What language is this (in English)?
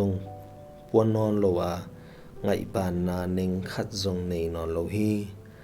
Tedim Chin